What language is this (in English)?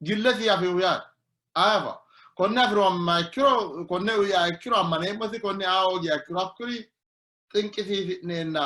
Sidamo